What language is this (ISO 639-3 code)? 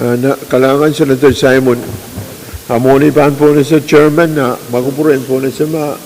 pon